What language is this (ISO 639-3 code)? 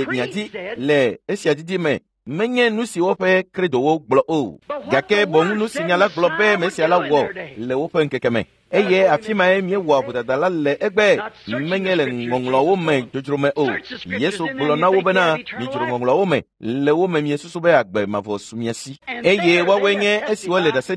ewe